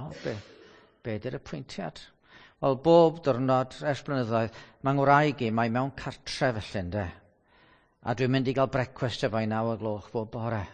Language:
Welsh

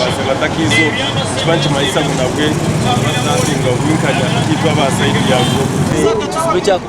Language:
Nyankole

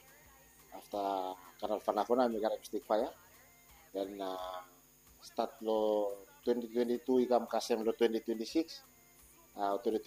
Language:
Bislama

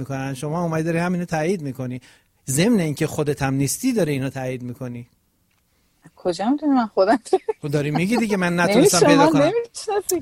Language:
Persian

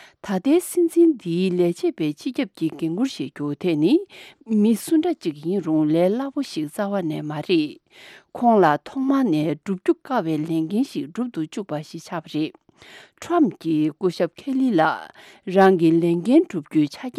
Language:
Tibetan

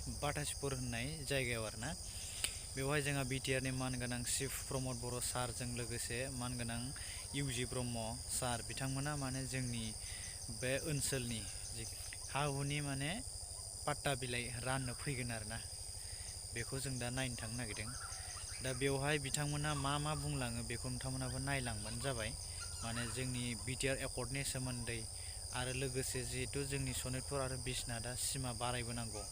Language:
Bodo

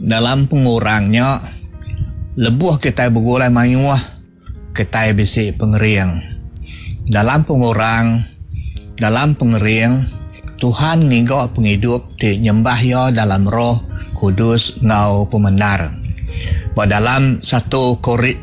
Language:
Iban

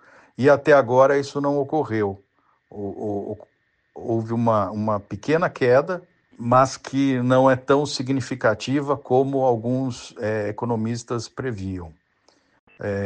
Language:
Portuguese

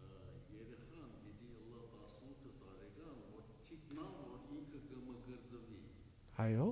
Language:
Western Armenian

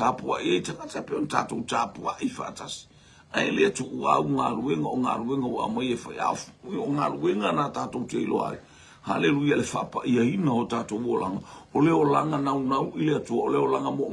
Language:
Samoan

